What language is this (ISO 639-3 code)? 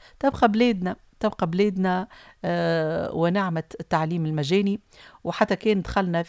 aeb